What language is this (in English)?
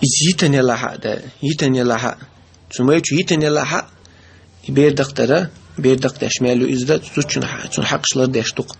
Chechen